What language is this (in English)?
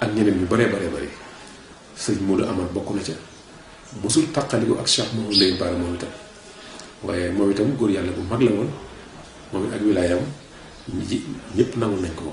Wolof